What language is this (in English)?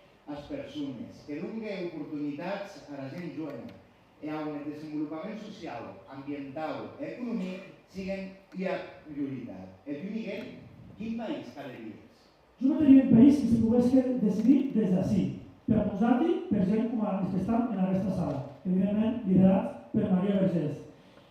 Occitan